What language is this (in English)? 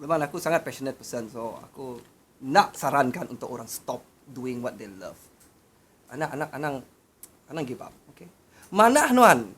Iban